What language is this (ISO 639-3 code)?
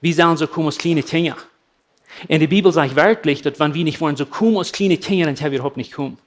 pdt